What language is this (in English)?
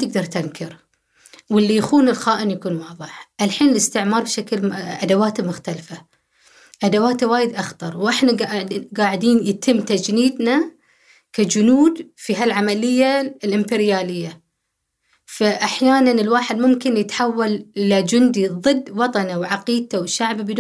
Gulf Arabic